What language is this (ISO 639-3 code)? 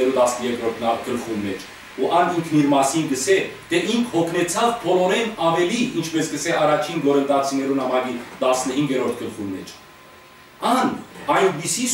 hyw